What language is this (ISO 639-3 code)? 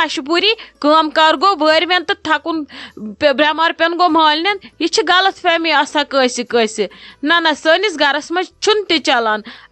kas